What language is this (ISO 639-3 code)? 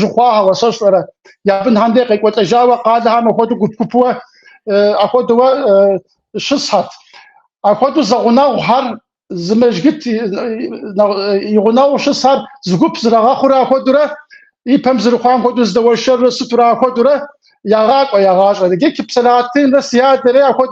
kbd